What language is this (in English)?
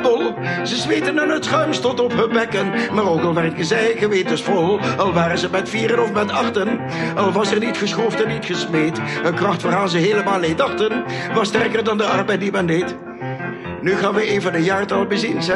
Dutch